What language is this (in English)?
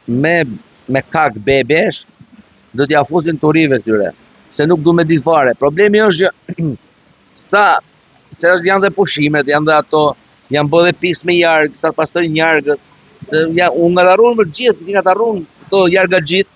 Albanian